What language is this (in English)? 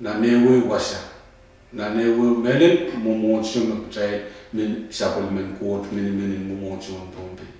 Pohnpeian